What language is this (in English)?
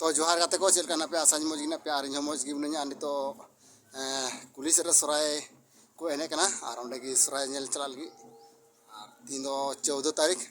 Santali